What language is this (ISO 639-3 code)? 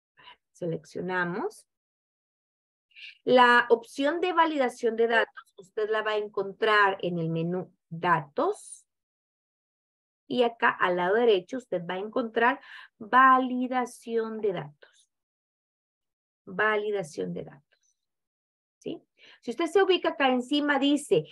spa